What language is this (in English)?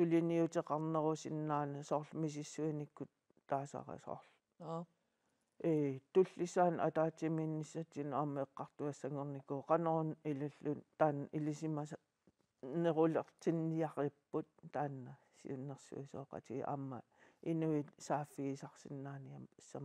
Kalaallisut